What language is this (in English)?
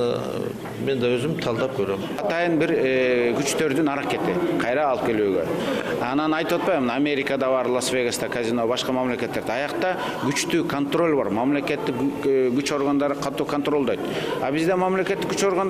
Kyrgyz